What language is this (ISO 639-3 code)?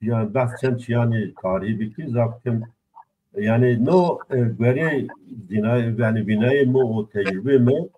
zza